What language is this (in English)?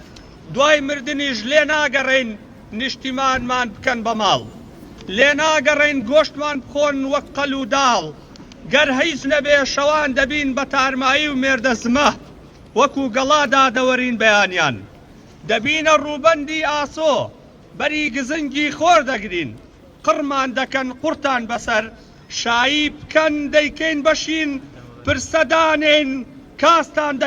Central Kurdish